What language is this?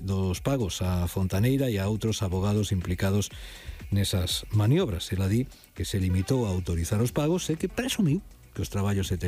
Galician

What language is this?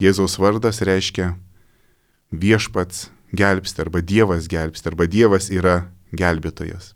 Lithuanian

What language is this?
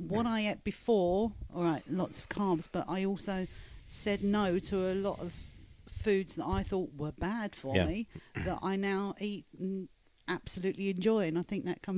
English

